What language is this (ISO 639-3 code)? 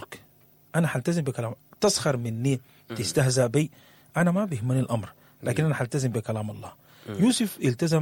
apd